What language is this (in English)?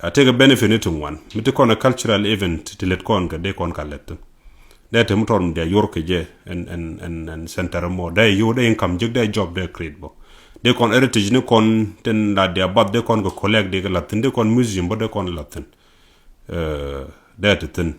Nuer